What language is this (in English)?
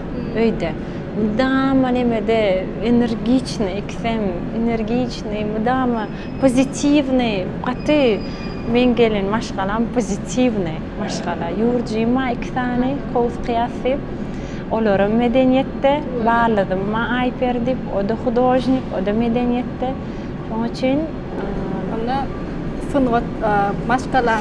Turkmen